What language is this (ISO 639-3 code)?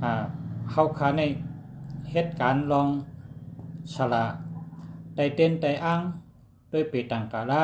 shn